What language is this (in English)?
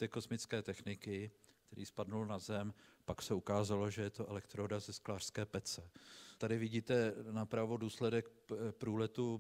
Czech